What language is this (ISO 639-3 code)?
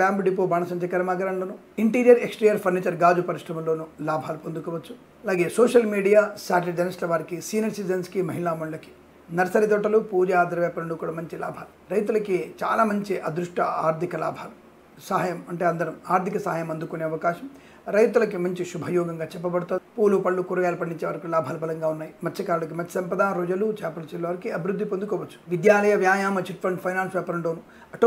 tel